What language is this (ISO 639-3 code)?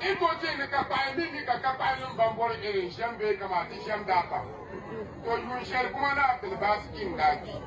dag